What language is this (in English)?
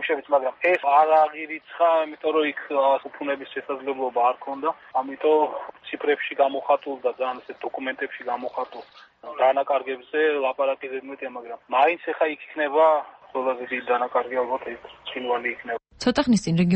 Georgian